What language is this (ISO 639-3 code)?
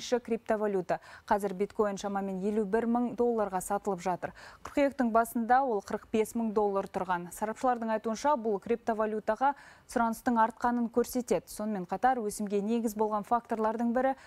kaz